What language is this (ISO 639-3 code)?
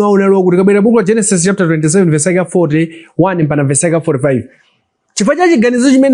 nya